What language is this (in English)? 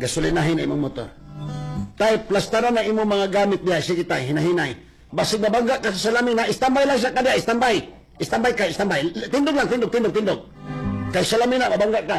Cebuano